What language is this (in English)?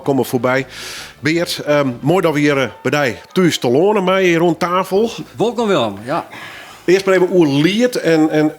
Western Frisian